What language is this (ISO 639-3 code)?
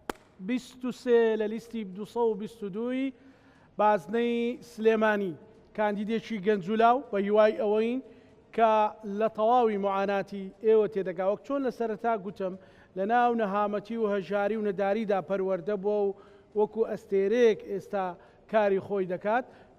ckb